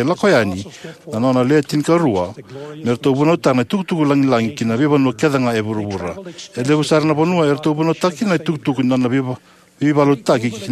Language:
Fijian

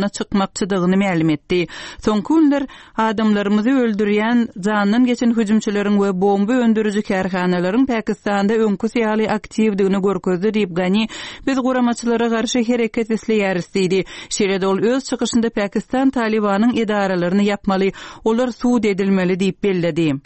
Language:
Turkmen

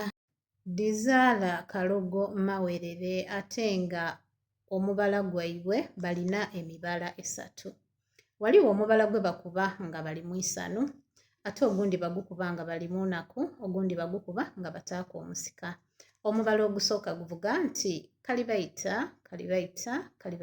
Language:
Soga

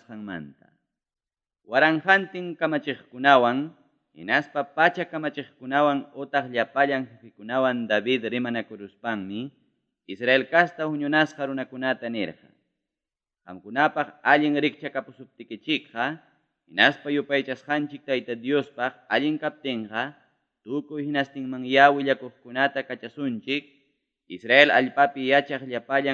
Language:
Ayacucho Quechua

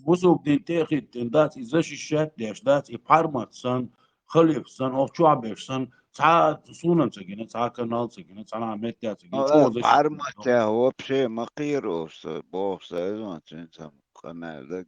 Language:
Chechen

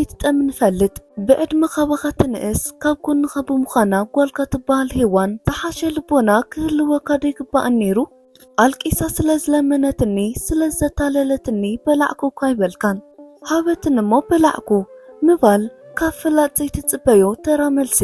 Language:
Tigrinya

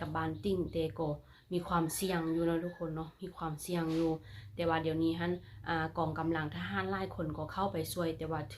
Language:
Lao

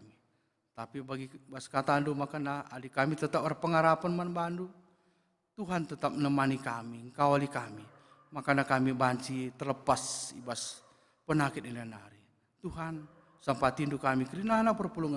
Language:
Batak Karo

